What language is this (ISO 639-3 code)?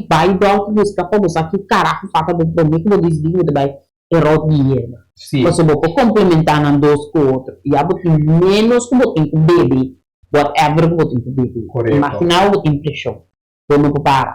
pap